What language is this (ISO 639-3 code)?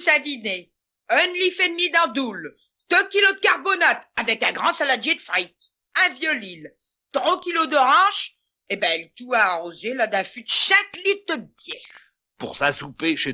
pcd